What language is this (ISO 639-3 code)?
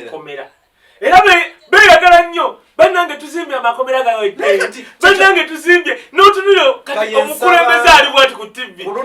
lug